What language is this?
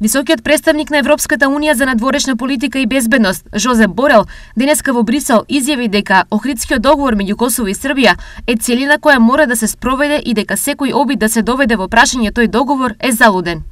Macedonian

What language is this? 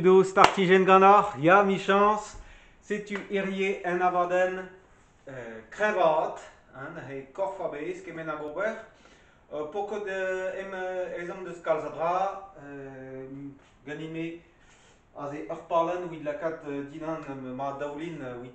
Breton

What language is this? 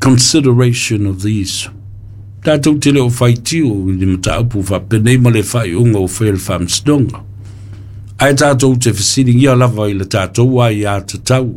Samoan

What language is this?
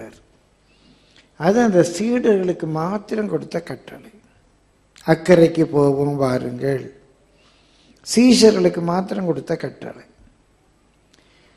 Tamil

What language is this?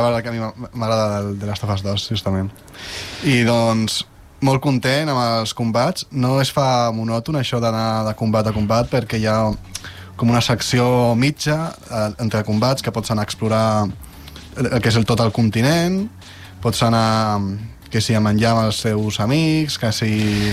Catalan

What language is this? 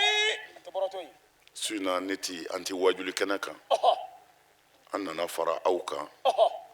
Bambara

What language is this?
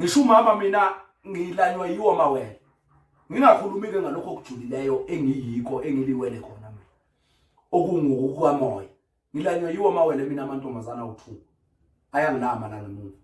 Zulu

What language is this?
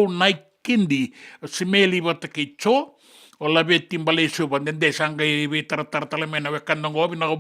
Fijian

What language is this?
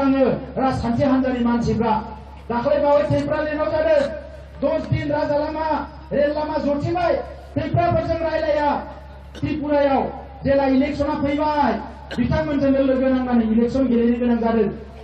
Bodo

